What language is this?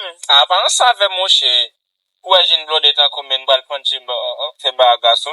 Haitian Creole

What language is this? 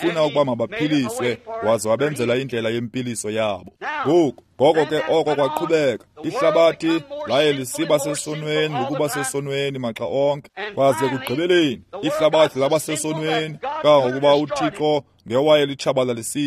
Xhosa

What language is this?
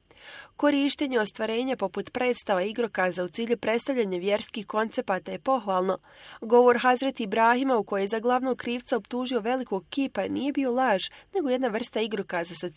Bosnian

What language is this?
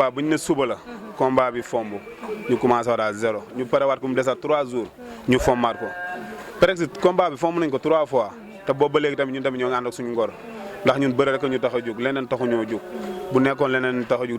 Wolof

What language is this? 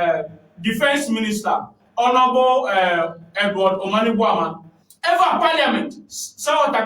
Ewe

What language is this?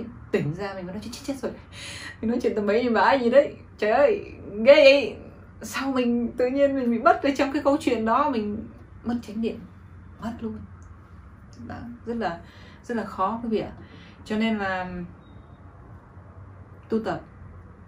Vietnamese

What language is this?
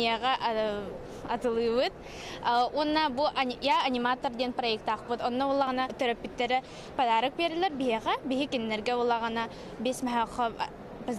Yakut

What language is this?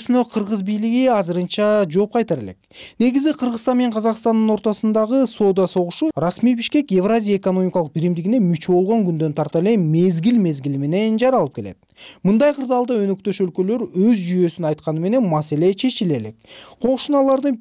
Kyrgyz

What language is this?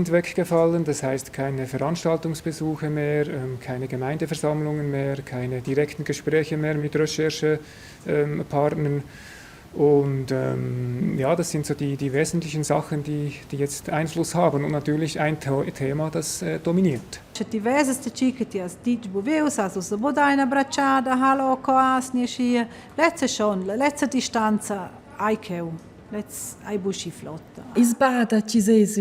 Romansh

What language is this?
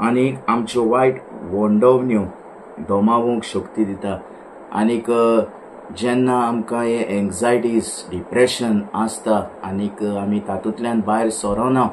Konkani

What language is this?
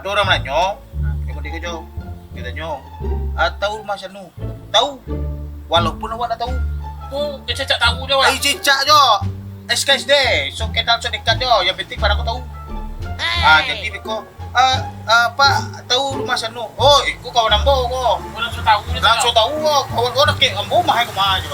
Minangkabau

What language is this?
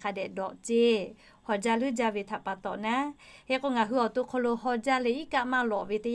Lahu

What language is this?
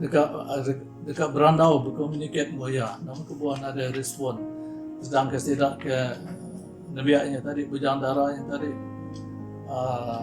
Iban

